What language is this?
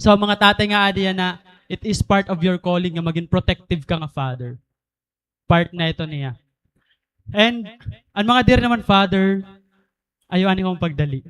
Waray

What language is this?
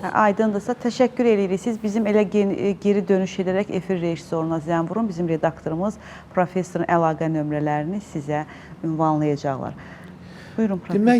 Azerbaijani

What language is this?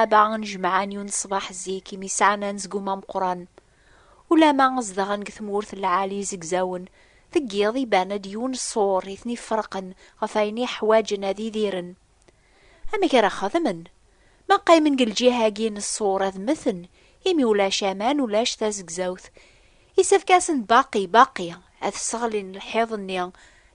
Kabyle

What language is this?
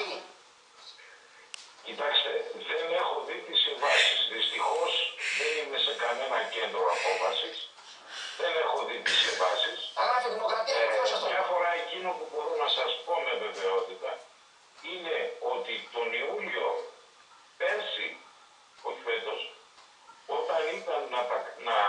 Greek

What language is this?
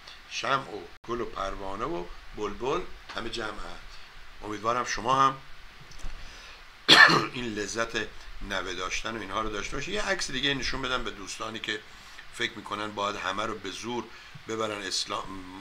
Persian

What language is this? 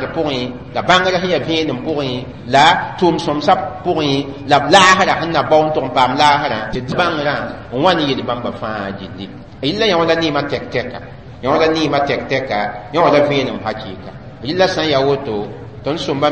Mossi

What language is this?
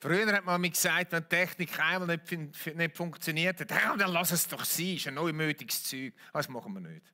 Swiss German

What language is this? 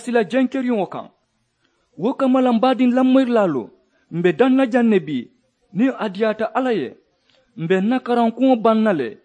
Mandingo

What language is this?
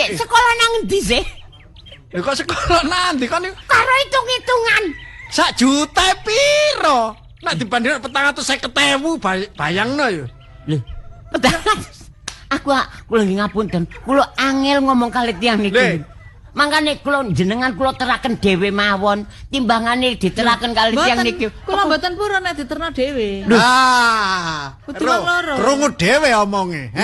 Javanese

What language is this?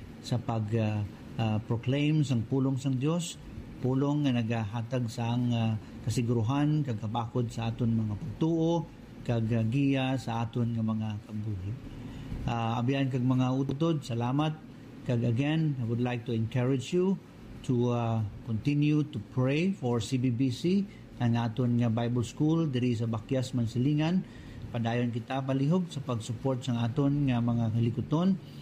Hiligaynon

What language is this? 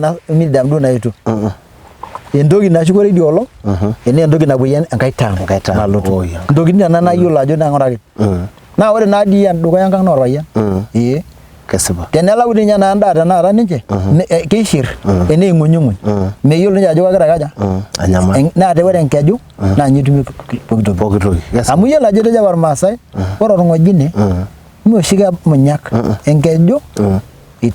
Masai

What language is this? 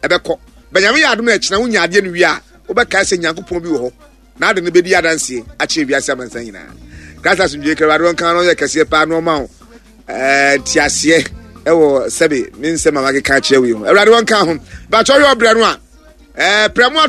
Akan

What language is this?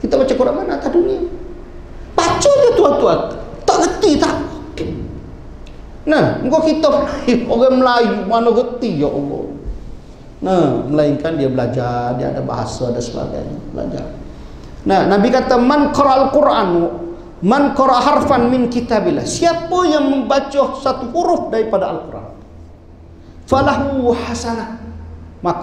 Malay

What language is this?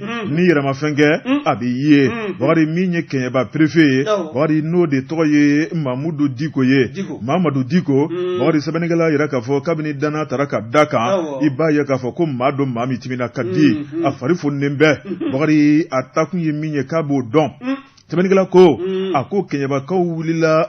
Bambara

